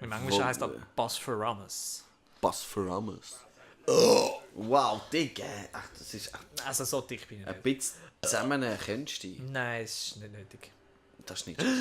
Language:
Swiss German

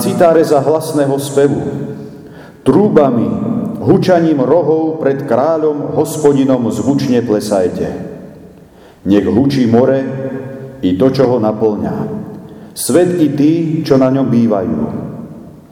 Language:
Slovak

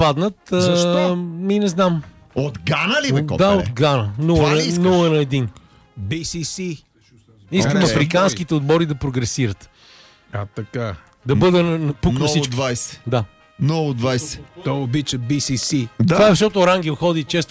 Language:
Bulgarian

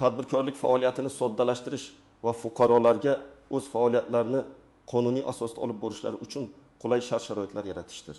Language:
Uzbek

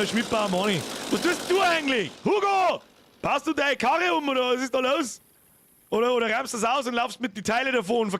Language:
Bavarian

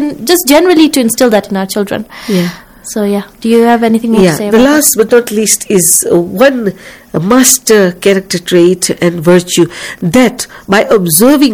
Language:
English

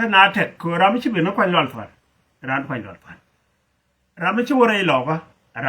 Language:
Nuer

